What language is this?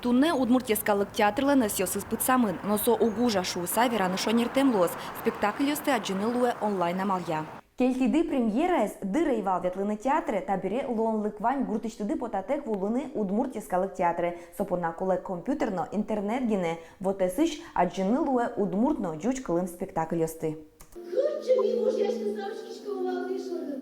Udmurt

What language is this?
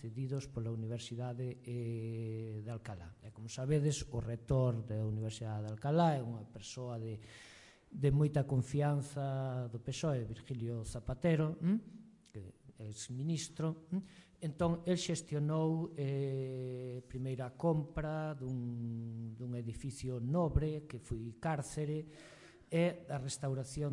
Galician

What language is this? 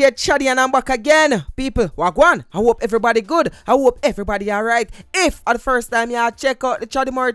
Jamaican Creole English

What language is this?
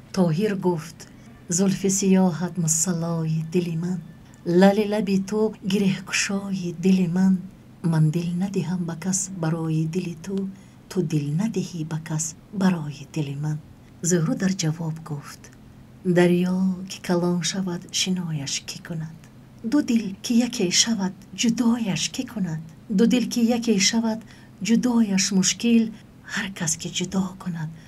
Tajik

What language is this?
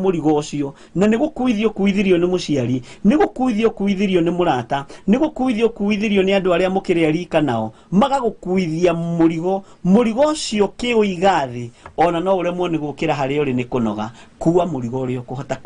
Kikuyu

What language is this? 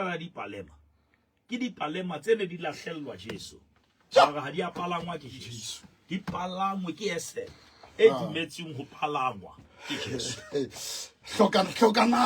Southern Sotho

